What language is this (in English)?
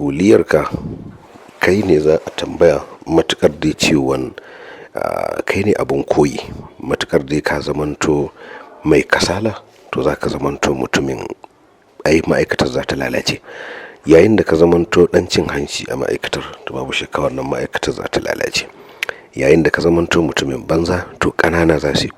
Hausa